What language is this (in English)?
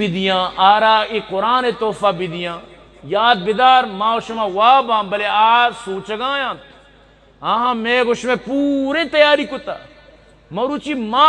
Eastern Balochi